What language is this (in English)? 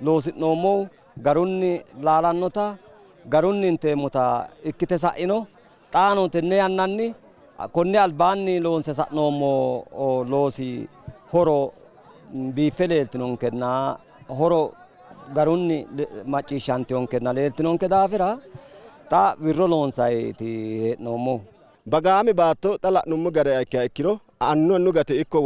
Sidamo